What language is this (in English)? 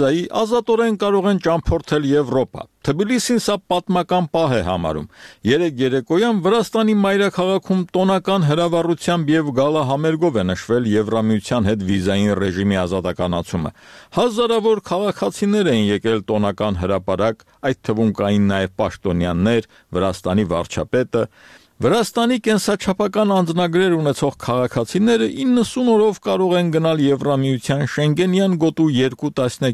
Armenian